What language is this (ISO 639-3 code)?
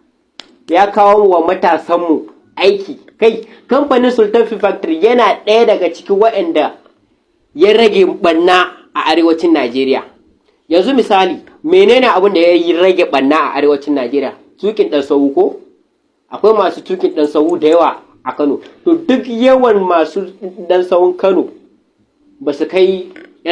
hau